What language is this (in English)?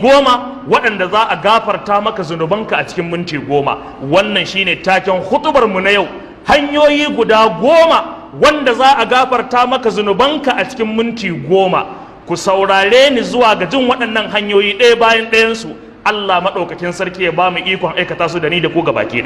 Hausa